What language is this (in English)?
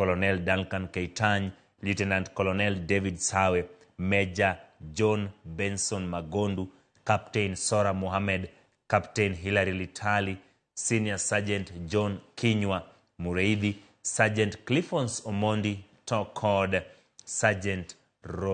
Luo (Kenya and Tanzania)